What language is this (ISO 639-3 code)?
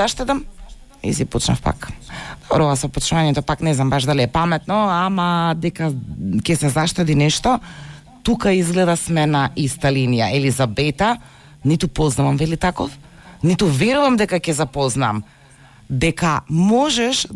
mkd